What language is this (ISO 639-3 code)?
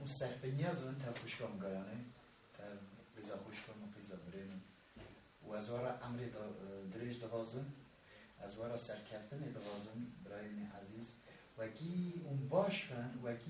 kur